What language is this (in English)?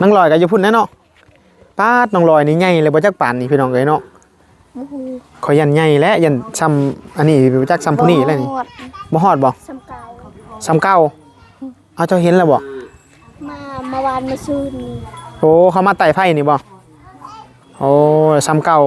Northeastern Thai